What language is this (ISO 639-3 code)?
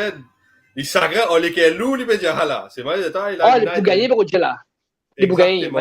mfe